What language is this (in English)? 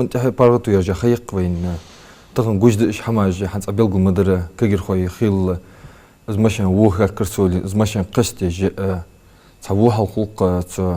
Ingush